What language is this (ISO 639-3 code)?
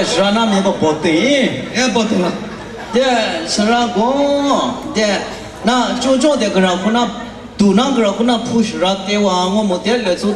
kac